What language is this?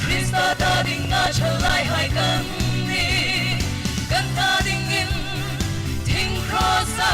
Hmar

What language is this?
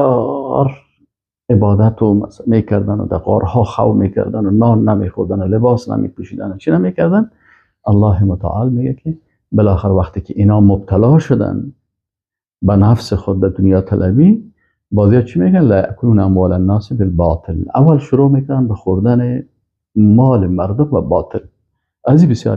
Persian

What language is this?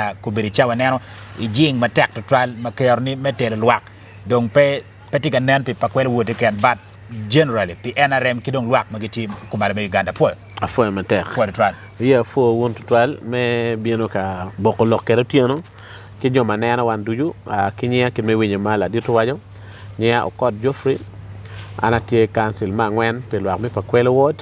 Acoli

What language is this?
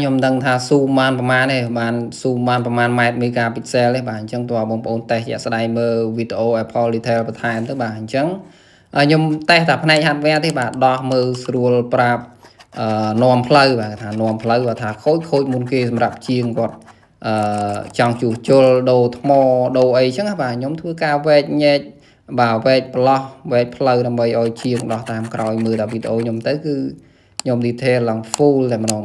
Khmer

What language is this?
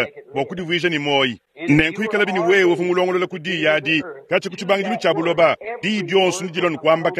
Luba-Lulua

